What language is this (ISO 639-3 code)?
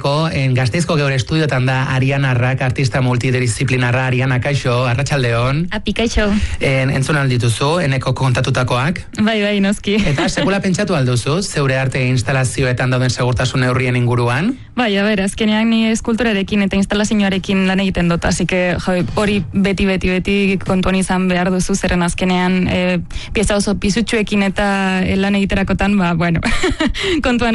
eus